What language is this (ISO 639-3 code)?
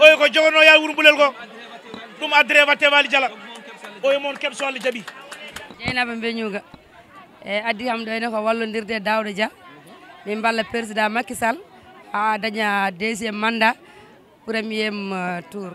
ful